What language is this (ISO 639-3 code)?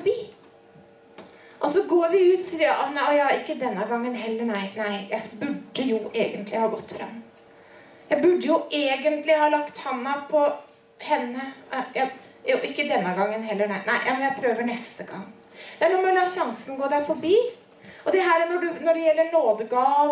nor